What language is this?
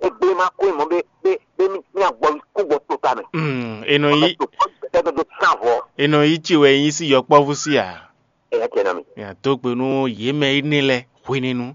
Fon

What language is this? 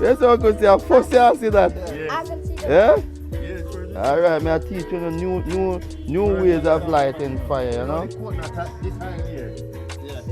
Jamaican Creole English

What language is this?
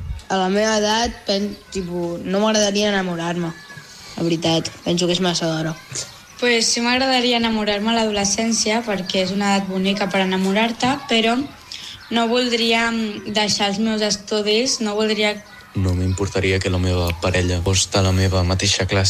Catalan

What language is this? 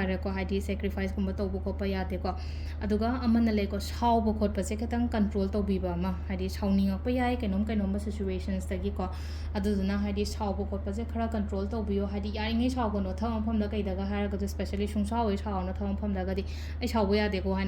Manipuri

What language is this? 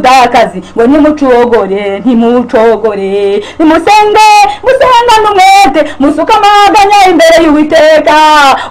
Kinyarwanda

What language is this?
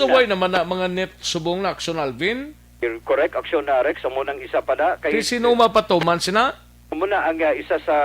Hiligaynon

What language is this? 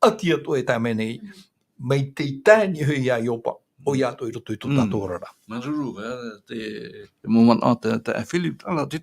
Tahitian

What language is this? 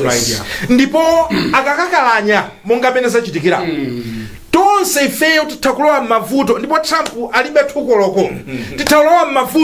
Nyanja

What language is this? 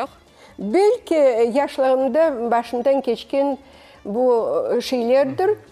Crimean Tatar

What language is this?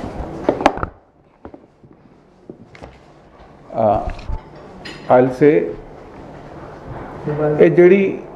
Punjabi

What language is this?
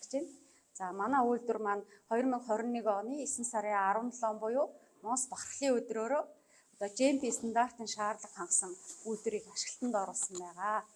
Mongolian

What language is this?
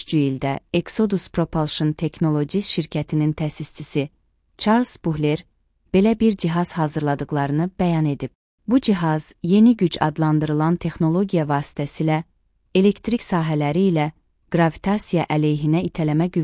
Azerbaijani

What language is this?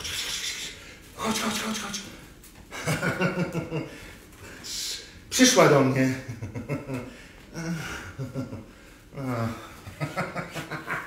Polish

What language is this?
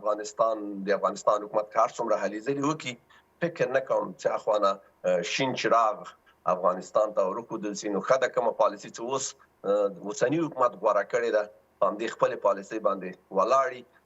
Pashto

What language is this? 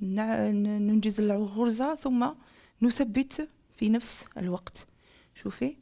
Algerian Arabic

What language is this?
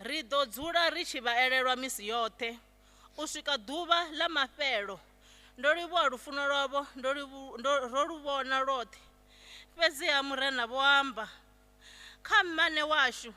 Venda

